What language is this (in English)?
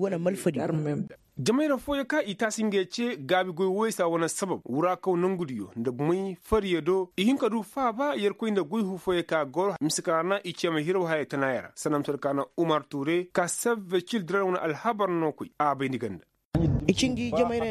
Koyraboro Senni